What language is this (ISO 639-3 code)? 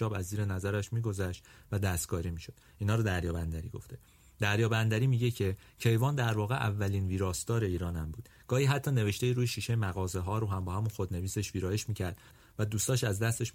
fas